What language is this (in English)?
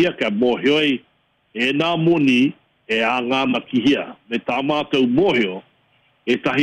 Māori